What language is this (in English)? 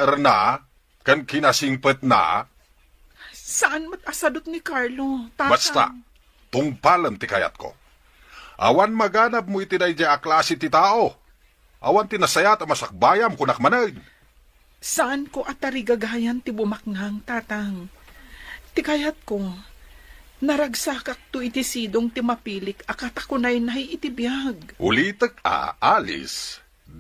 Iloko